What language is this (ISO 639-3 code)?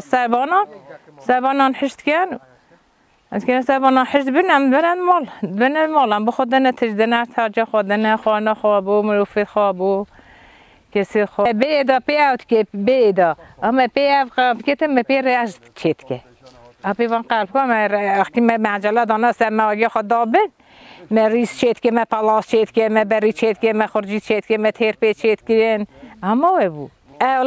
kur